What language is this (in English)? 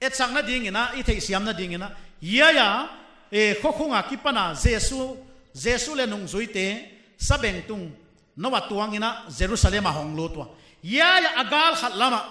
Paite Chin